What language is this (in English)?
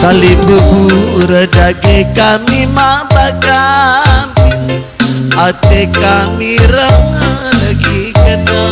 Batak Karo